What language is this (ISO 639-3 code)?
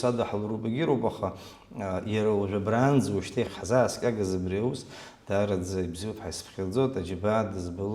abk